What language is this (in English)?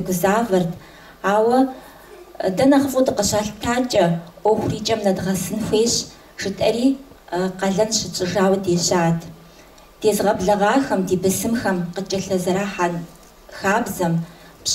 Kabardian